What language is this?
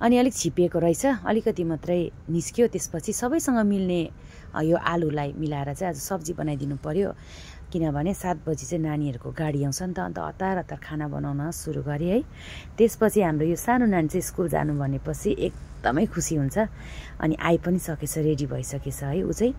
Nepali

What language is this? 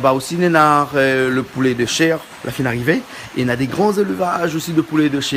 Réunion Creole French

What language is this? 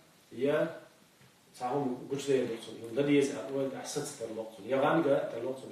Chechen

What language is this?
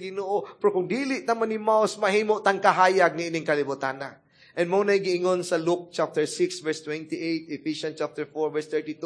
Cebuano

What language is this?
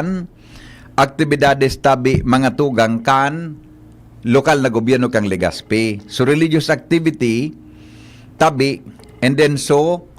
Bikol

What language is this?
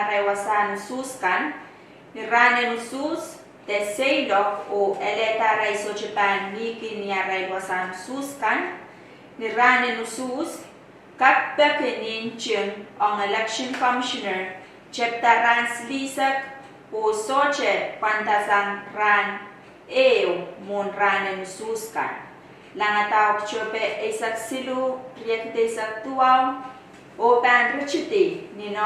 Pohnpeian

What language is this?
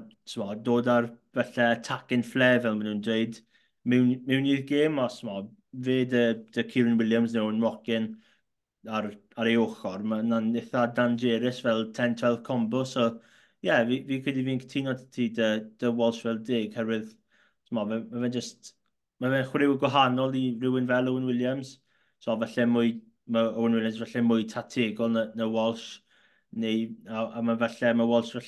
Welsh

